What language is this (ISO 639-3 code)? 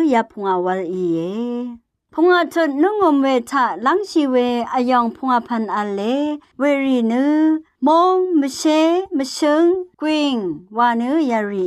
raw